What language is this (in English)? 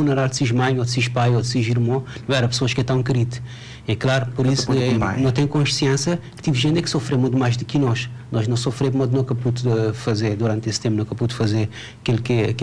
Kabuverdianu